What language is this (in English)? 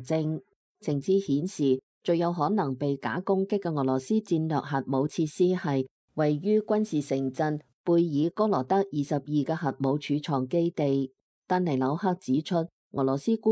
Cantonese